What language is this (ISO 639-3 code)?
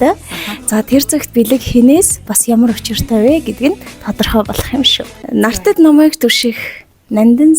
mon